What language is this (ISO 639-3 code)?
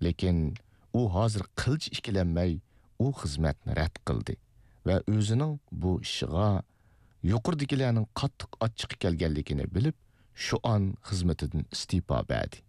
uig